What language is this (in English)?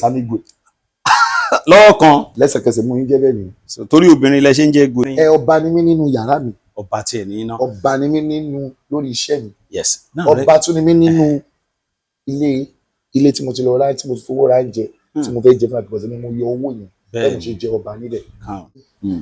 Yoruba